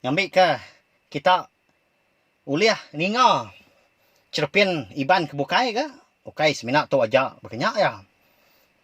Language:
Iban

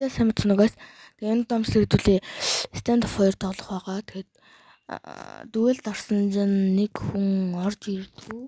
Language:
Mongolian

